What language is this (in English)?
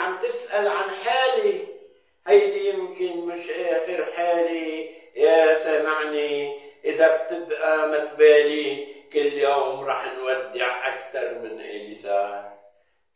North Levantine Arabic